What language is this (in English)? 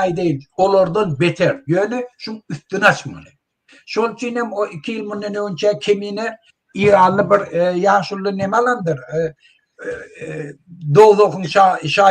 Turkmen